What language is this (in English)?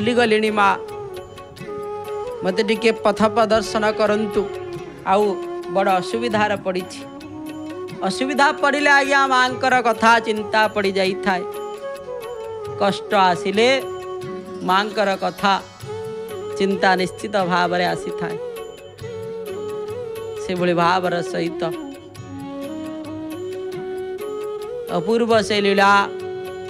Odia